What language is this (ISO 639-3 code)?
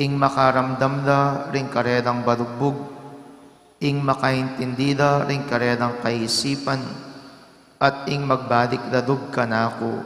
pam